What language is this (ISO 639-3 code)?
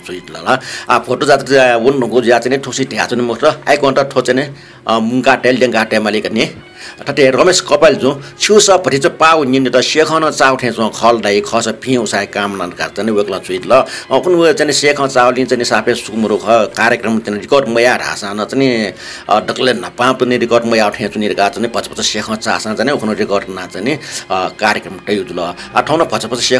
new